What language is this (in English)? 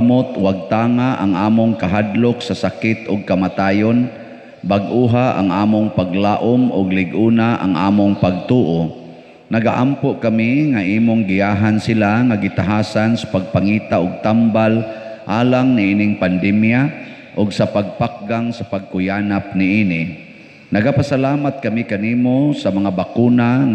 Cebuano